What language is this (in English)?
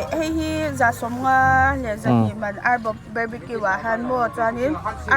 Mizo